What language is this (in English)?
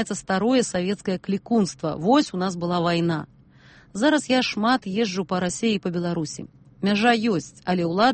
Belarusian